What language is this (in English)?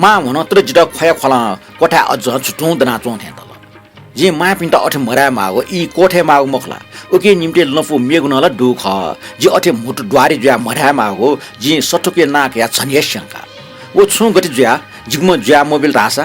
Newari